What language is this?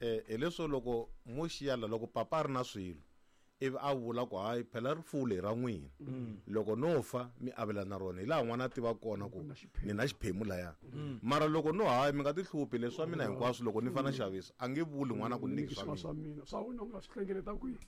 Tsonga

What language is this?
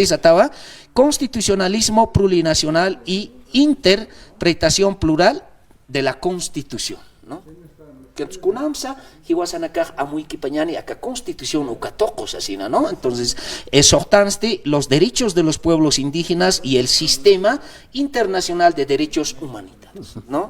Aymara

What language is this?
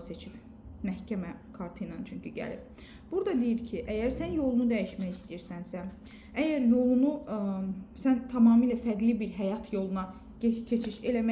Azerbaijani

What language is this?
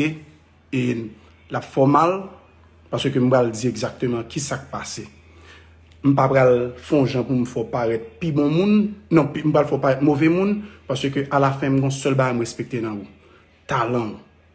Haitian Creole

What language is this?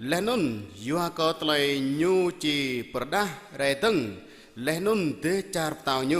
Jarai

